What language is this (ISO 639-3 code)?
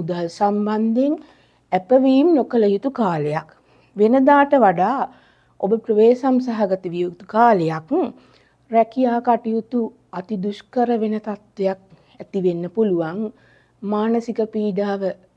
sin